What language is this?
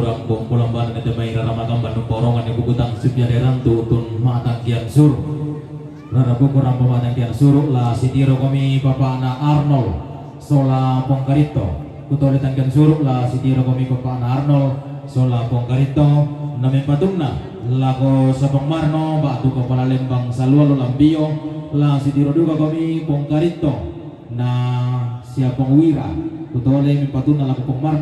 Toraja-Sa'dan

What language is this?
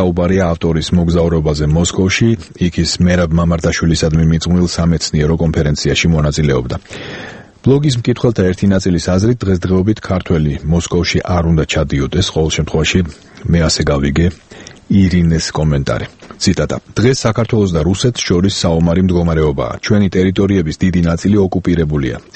Georgian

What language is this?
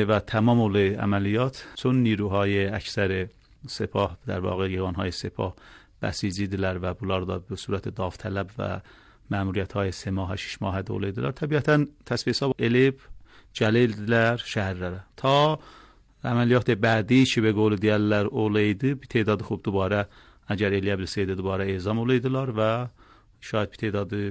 Azerbaijani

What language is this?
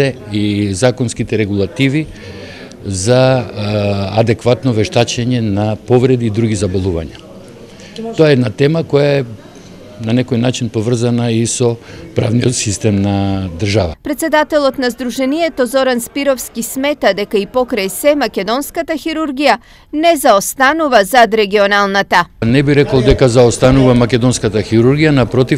Macedonian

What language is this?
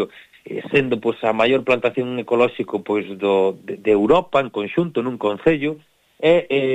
Galician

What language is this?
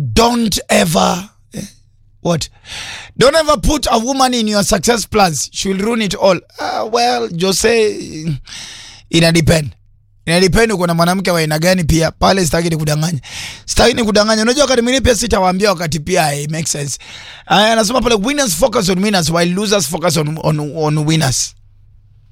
Swahili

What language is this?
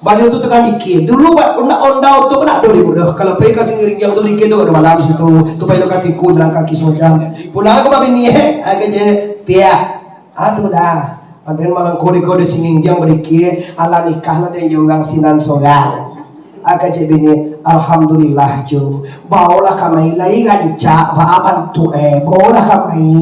Minangkabau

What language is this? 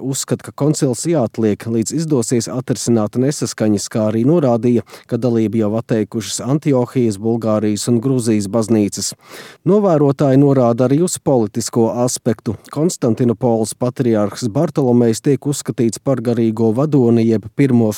Latvian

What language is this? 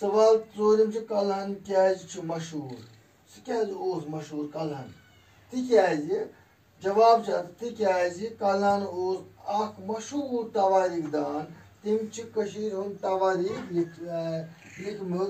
Kashmiri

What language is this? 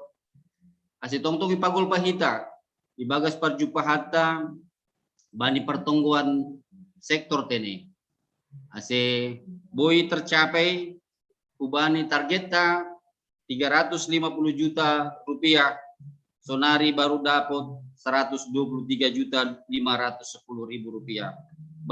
Batak Simalungun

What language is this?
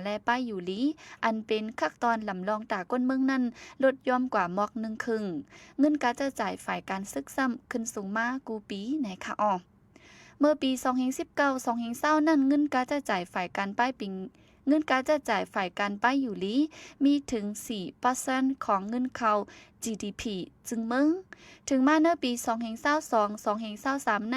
Shan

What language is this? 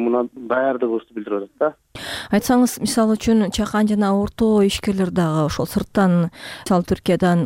Kyrgyz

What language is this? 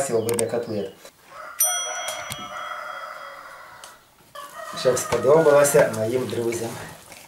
Ukrainian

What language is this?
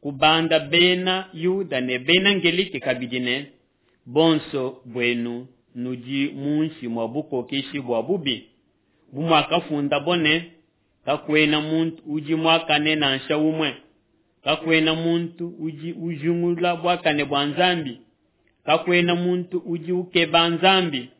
Luba-Lulua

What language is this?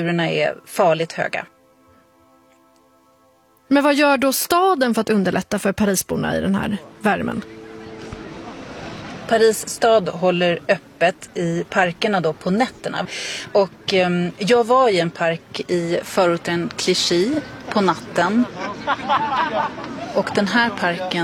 Swedish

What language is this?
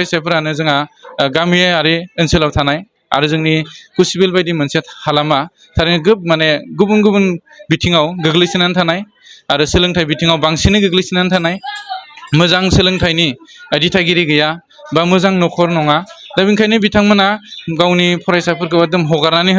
Bodo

